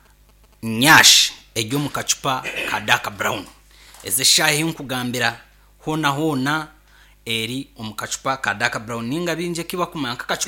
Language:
Nyankole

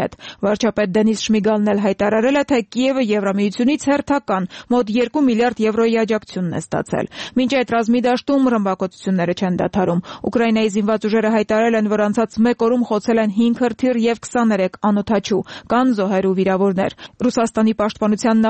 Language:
Armenian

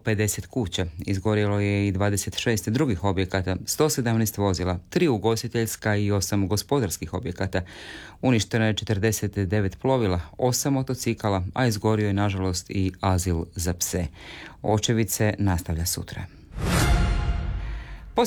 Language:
Croatian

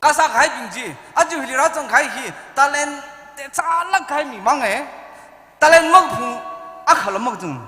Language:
Tangkhul Naga (India)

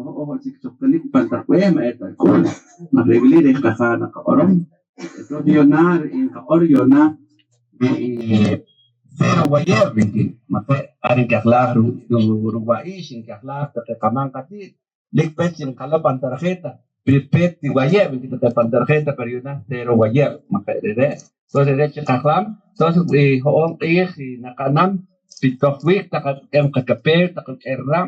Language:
Poqomchi'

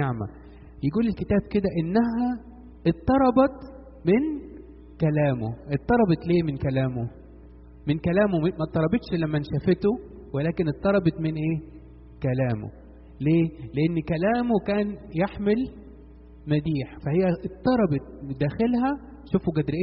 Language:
Egyptian Arabic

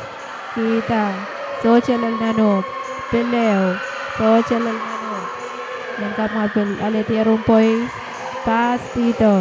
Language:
Pohnpeian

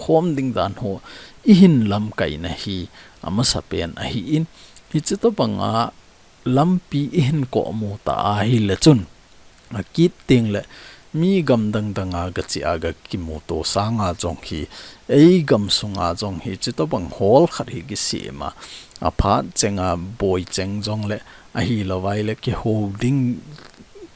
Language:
Thado Chin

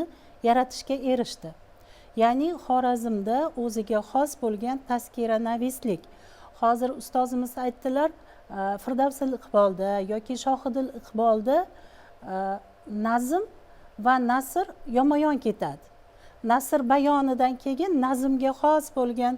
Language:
Uzbek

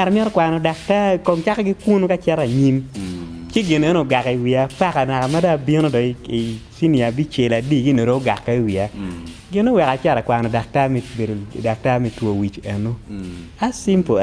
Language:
Acoli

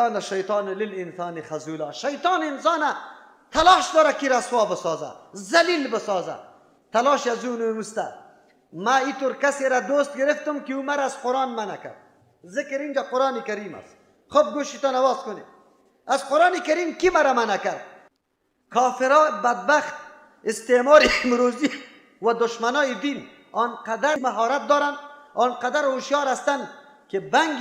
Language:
Persian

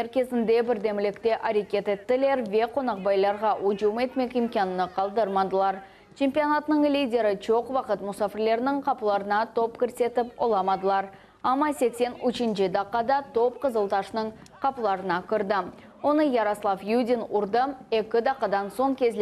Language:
Crimean Tatar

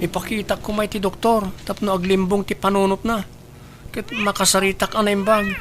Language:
Iloko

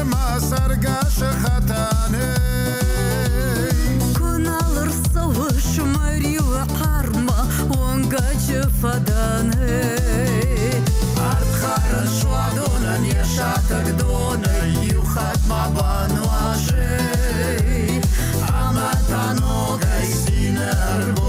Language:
Ossetic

